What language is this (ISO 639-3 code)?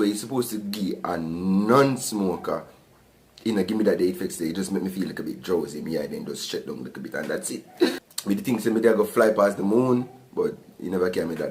jam